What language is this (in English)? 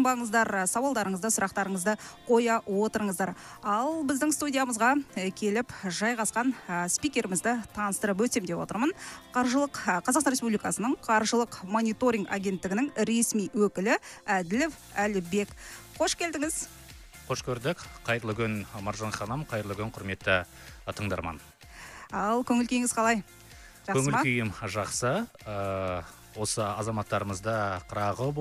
Kazakh